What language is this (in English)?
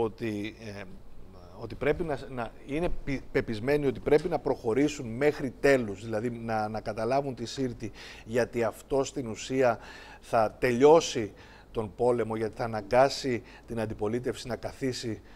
Greek